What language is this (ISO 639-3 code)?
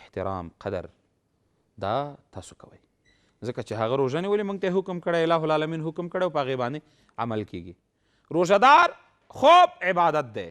pus